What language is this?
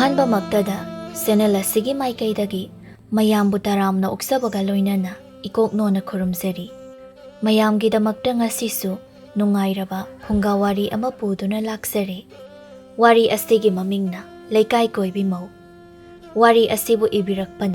Manipuri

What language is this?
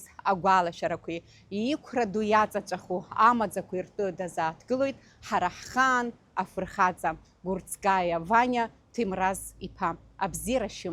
Abkhazian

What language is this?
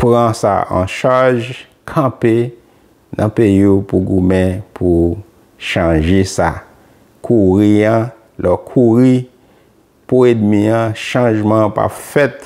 Haitian Creole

